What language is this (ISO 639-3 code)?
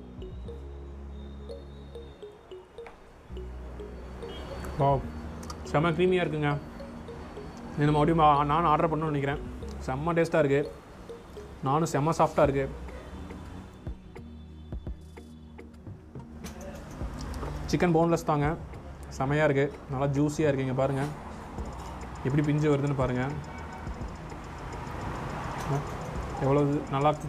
tam